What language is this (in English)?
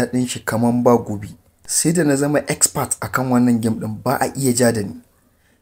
Hausa